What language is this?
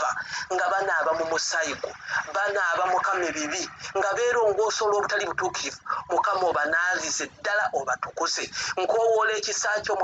Ganda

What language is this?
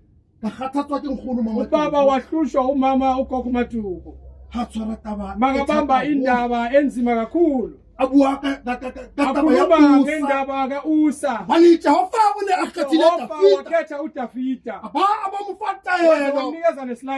Southern Sotho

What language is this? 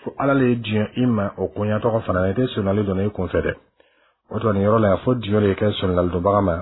Bambara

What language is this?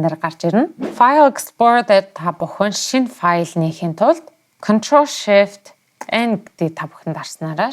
Mongolian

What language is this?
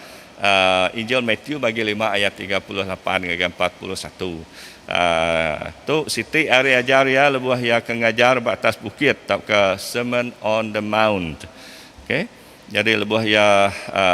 Iban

